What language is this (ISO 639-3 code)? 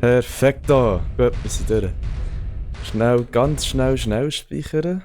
gsw